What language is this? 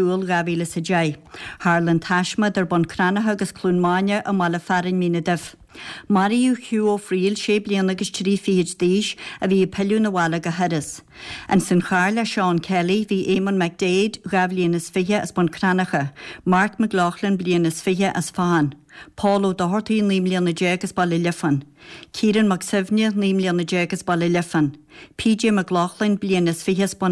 Irish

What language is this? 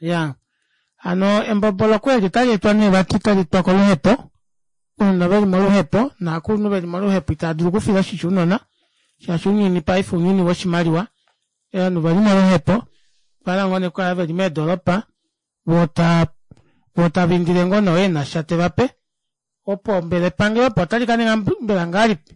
Kuanyama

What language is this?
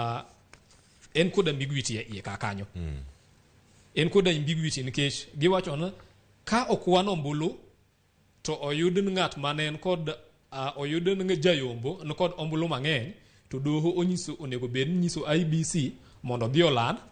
Luo (Kenya and Tanzania)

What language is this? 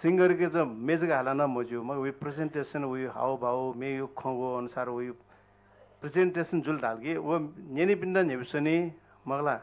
Newari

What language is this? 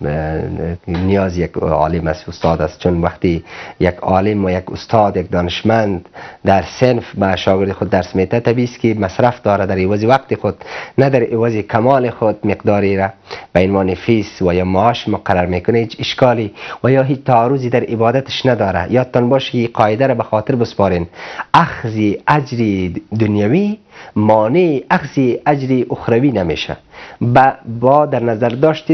Persian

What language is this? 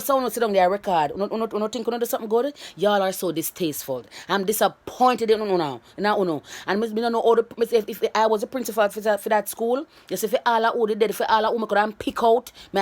Jamaican Creole English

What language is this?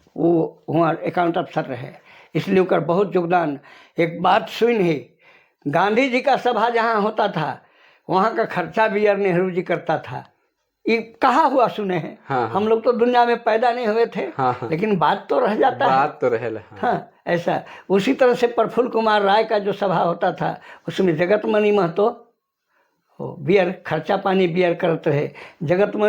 Sadri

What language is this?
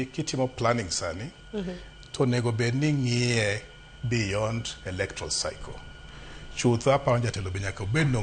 Luo (Kenya and Tanzania)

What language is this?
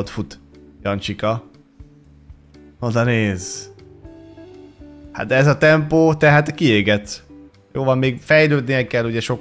Hungarian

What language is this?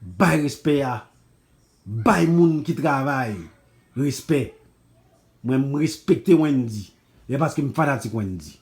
Haitian Creole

